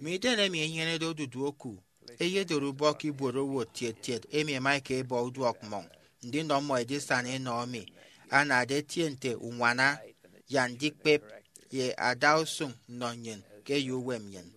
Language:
Efik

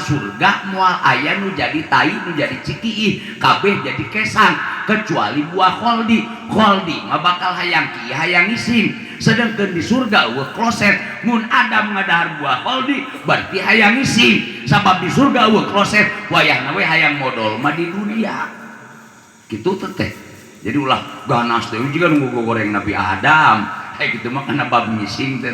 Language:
Sundanese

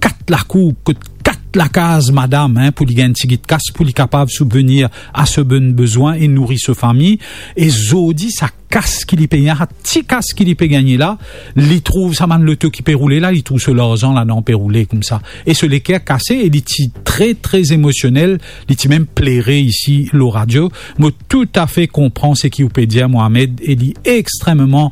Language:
Morisyen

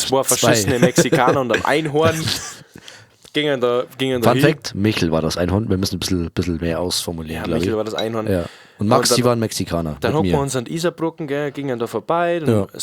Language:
Bavarian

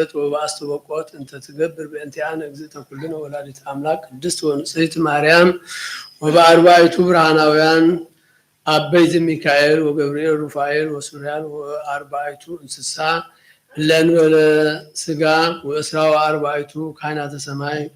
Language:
Geez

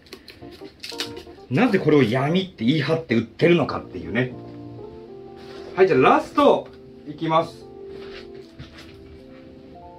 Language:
Japanese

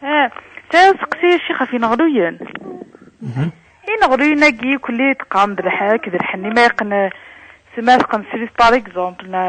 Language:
Kabyle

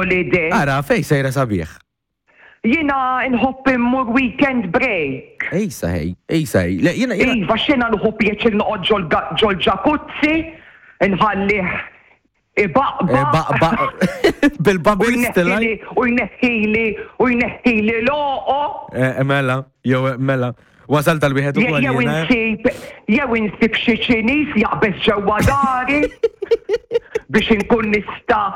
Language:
Maltese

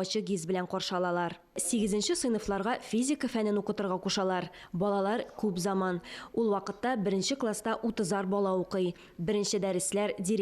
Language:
Tatar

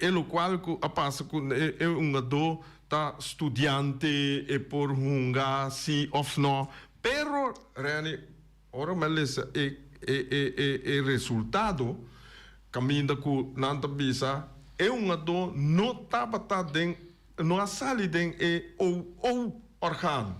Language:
Papiamento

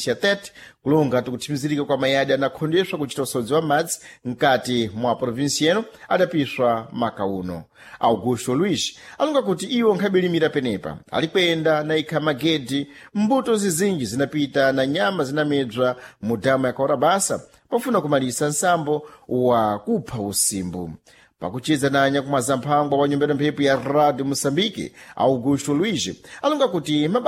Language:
Sena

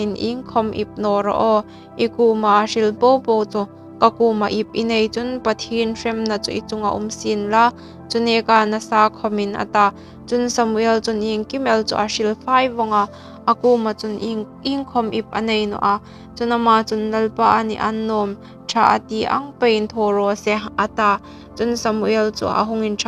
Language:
Hmar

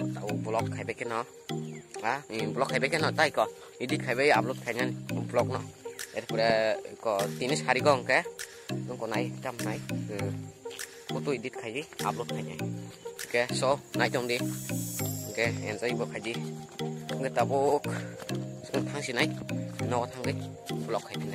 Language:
Kok Borok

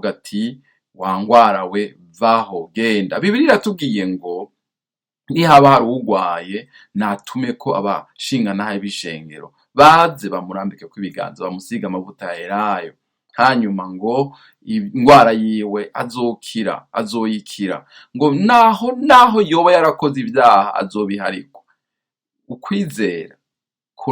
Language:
Rundi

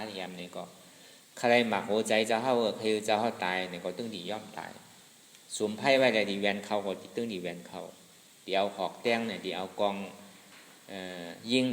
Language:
Shan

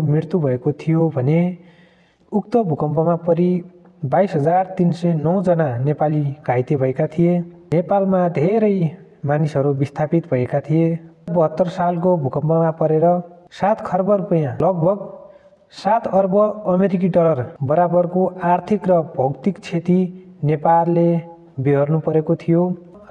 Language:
Nepali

